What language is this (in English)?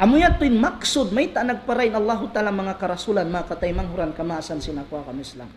Tausug